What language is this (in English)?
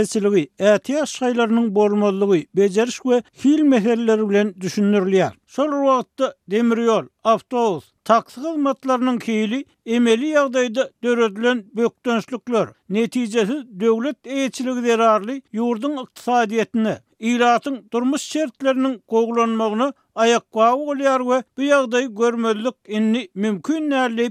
Turkmen